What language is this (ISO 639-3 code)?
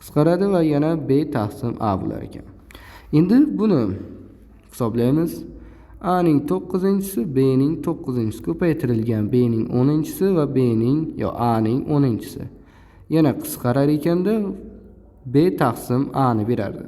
uzb